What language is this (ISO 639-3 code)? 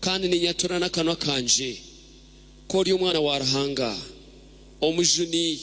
nyn